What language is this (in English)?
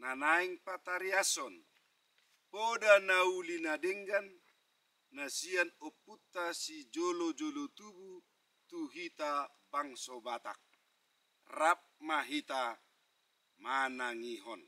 Batak Toba